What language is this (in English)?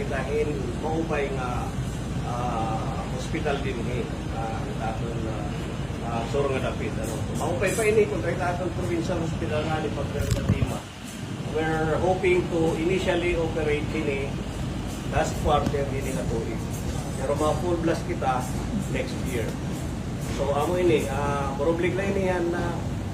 Waray